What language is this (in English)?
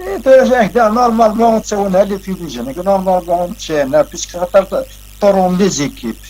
Kabyle